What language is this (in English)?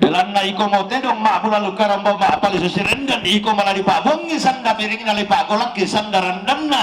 Toraja-Sa'dan